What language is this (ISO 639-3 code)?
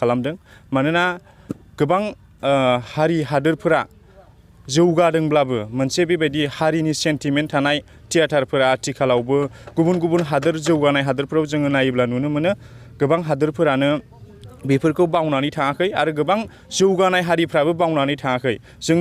brx